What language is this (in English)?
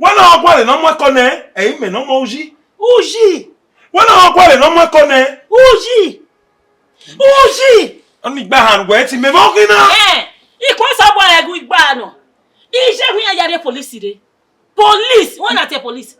Bini